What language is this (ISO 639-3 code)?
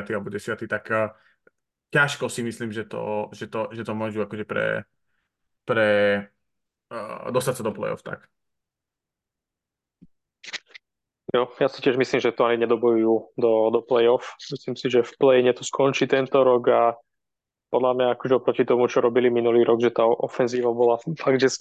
slk